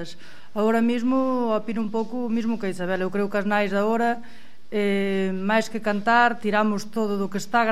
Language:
Galician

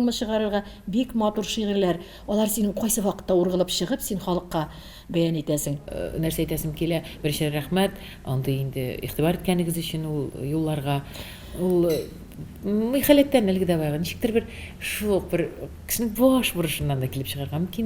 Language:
Tatar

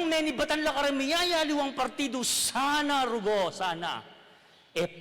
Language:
Pampanga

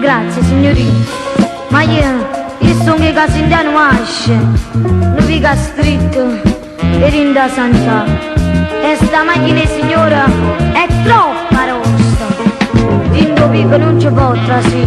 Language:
Neapolitan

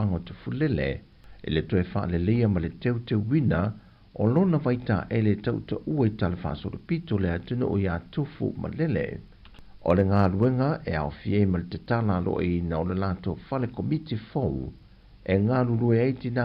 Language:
Samoan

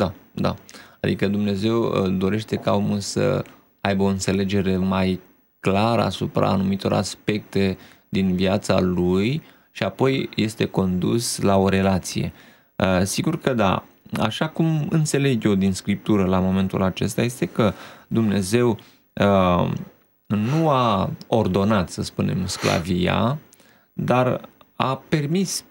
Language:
Romanian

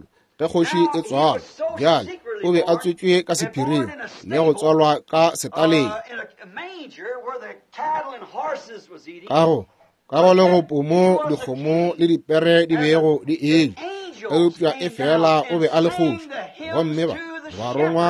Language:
Northern Sotho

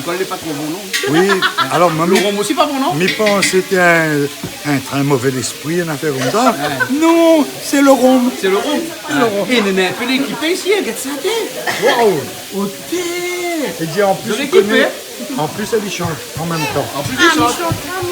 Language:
Réunion Creole French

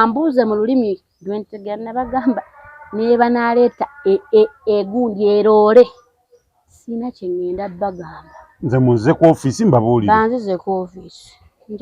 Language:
Ganda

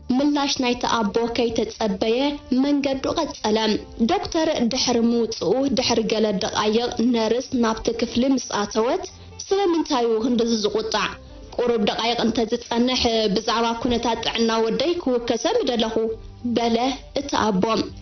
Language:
Tigrinya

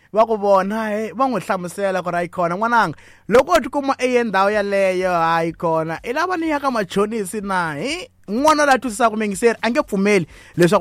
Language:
Tsonga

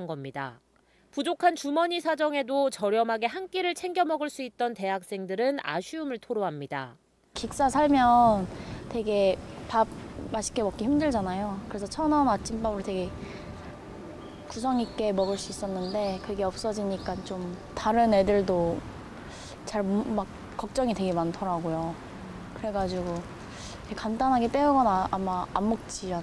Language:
Korean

